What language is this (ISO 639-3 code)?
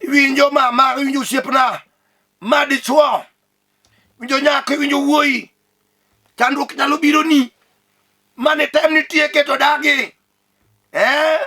luo